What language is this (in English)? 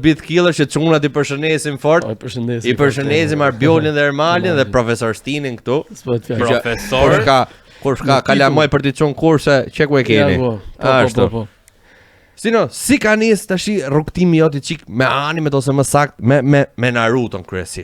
Albanian